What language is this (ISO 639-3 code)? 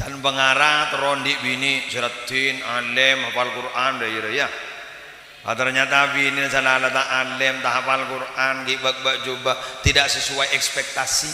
mad